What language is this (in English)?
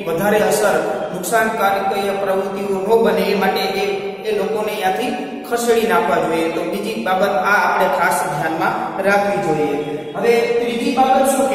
Gujarati